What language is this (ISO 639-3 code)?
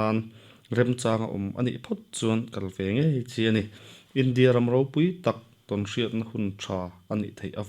lus